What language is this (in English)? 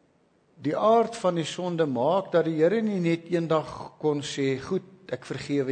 Afrikaans